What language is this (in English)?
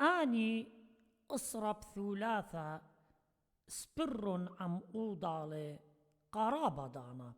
Assyrian Neo-Aramaic